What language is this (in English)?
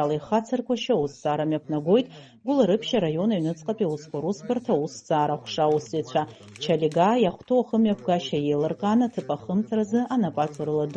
Abkhazian